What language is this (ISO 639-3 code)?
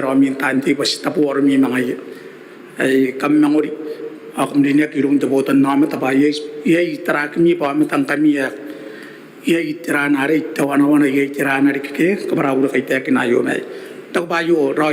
gil